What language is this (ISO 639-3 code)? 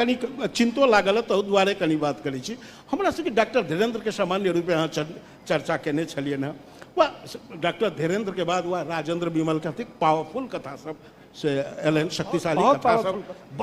mai